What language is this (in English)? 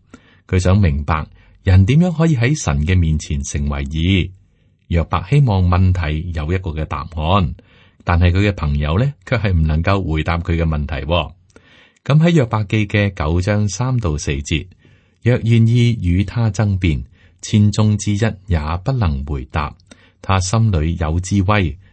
Cantonese